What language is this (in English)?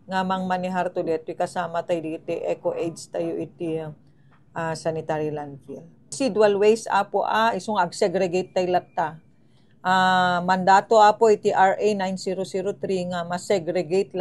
Iloko